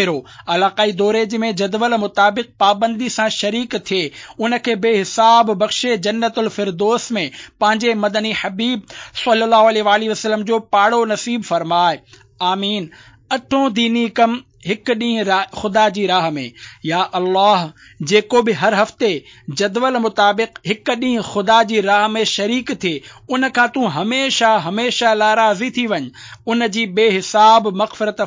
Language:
Sindhi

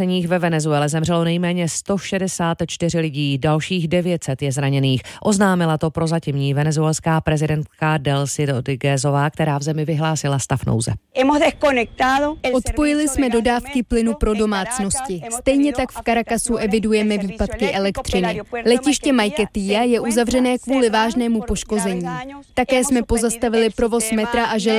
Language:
Czech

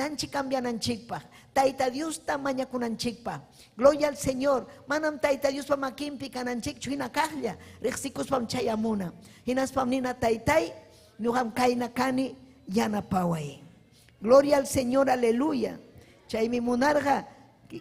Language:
Ayacucho Quechua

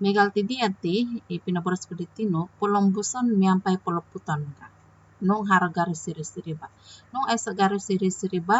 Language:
Central Dusun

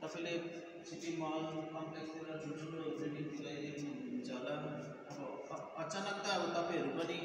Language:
Nepali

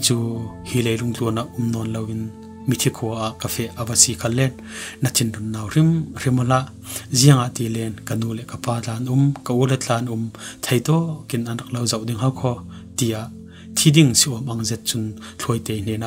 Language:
Falam Chin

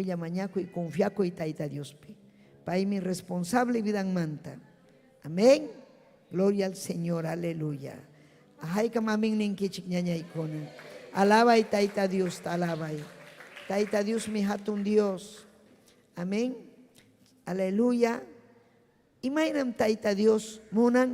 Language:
Ayacucho Quechua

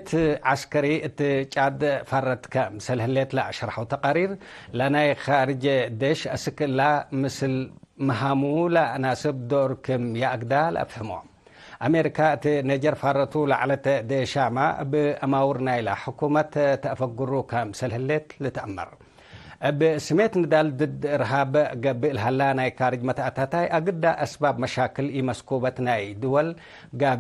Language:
Tigre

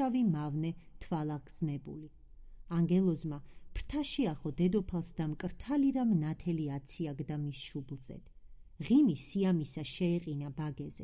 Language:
Georgian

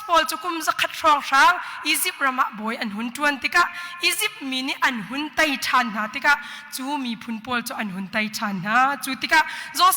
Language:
Hakha Chin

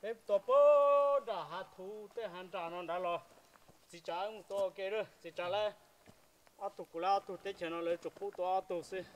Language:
Hmong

